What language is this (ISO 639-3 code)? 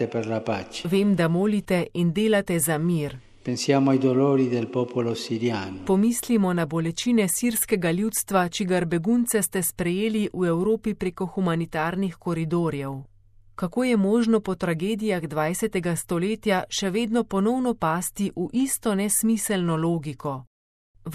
slv